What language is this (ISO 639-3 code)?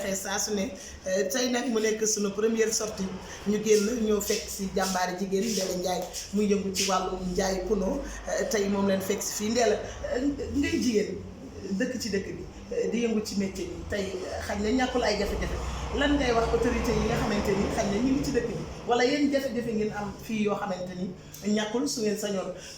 wol